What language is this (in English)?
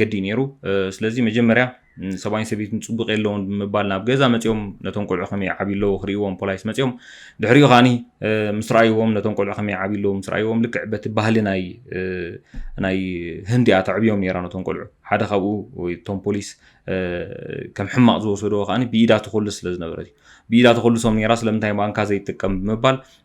Tigrinya